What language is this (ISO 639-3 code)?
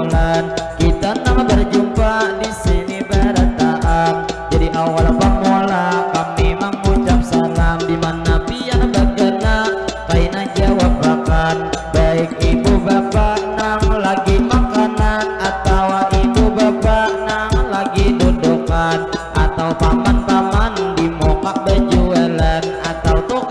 bjn